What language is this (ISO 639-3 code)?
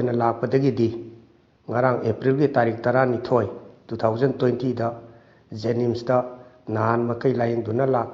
mni